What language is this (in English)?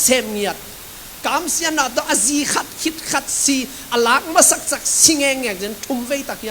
Tedim Chin